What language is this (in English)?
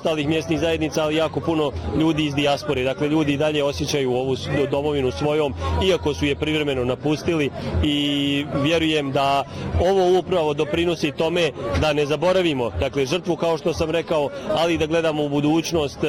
Bosnian